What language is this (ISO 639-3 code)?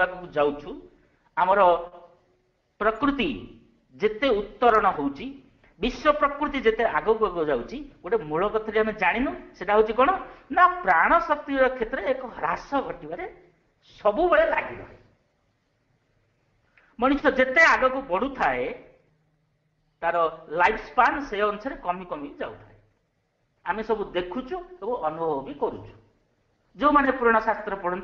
ori